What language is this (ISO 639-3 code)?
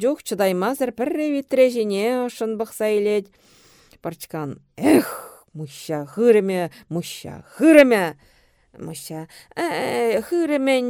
chv